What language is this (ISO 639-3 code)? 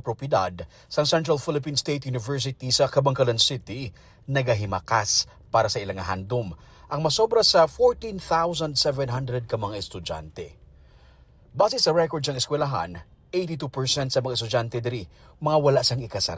hil